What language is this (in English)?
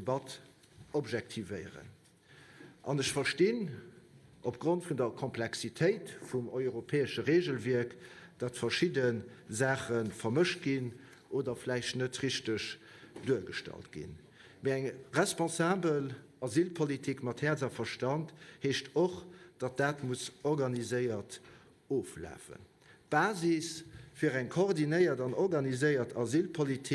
Luxembourgish